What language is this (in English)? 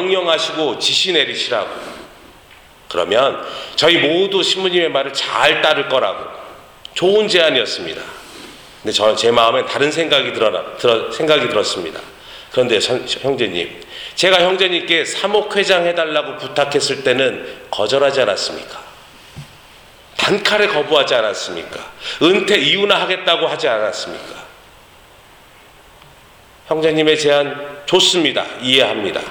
Korean